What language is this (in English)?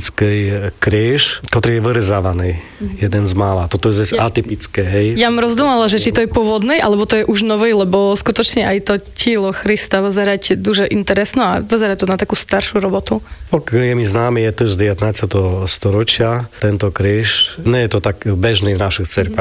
Slovak